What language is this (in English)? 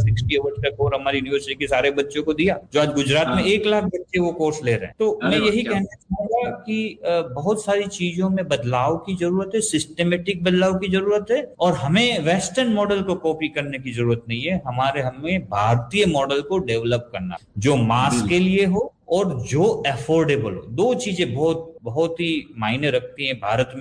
Hindi